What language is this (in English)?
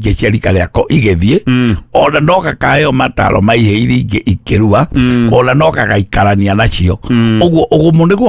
Kikuyu